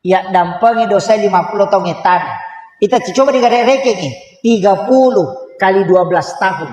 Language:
Buginese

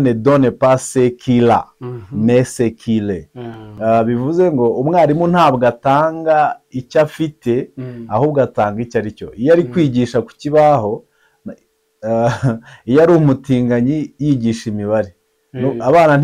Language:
Kinyarwanda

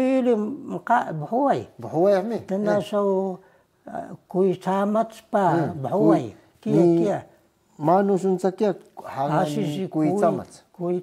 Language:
Taroko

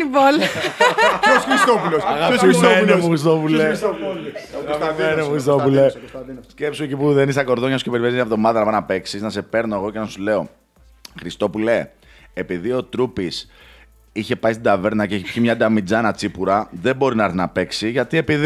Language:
Greek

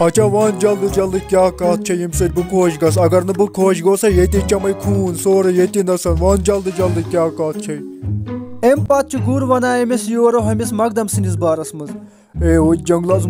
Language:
Kashmiri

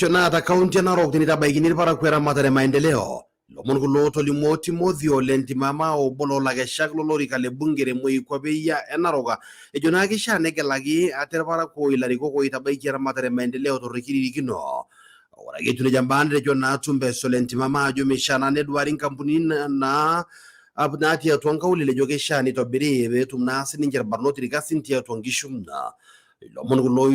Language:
Masai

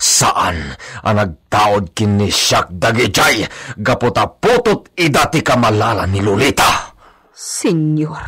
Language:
Iloko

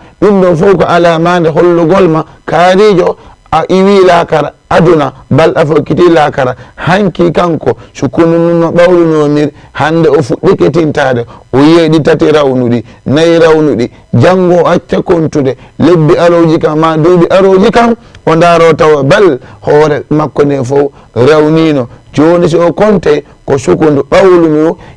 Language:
Fula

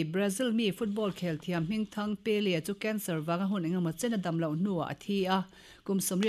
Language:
Mizo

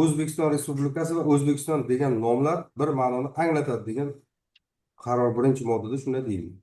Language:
Uzbek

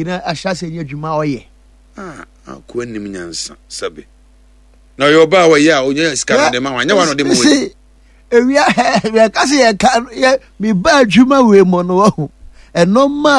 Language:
Akan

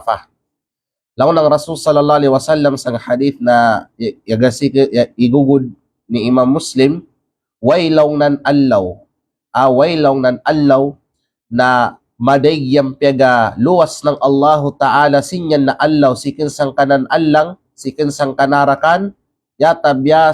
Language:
Kalagan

